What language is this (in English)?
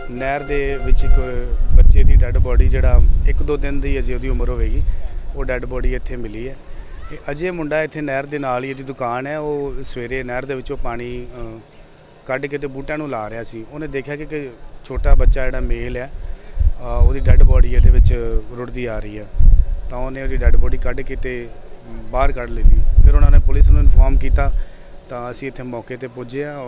Punjabi